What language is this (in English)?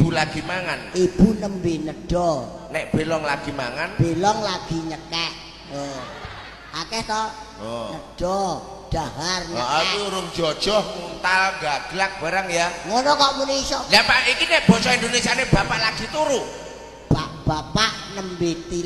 Javanese